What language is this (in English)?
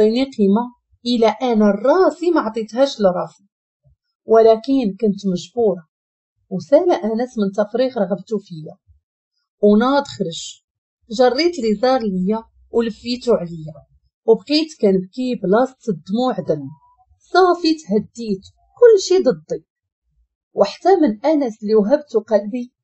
Moroccan Arabic